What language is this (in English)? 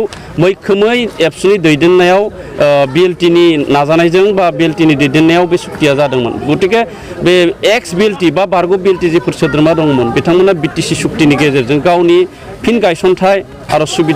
Bodo